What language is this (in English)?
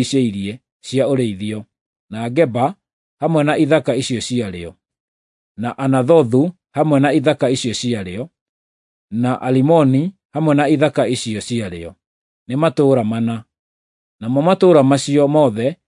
Kikuyu